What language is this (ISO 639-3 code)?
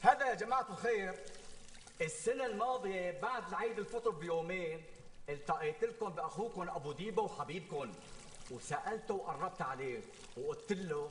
apc